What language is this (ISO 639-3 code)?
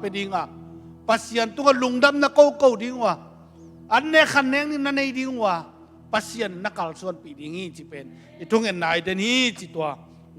ctd